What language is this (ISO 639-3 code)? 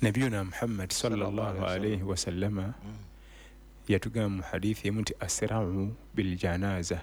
lug